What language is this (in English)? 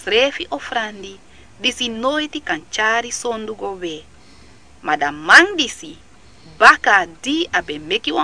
Sranan Tongo